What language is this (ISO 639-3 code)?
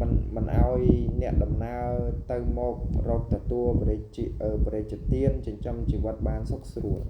khm